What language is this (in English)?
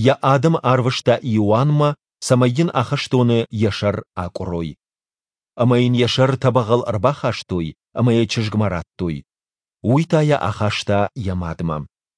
Ossetic